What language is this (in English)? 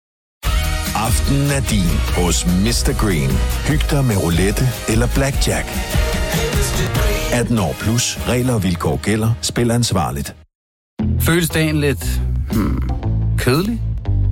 Danish